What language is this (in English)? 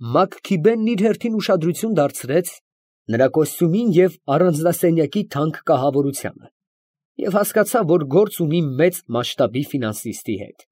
Armenian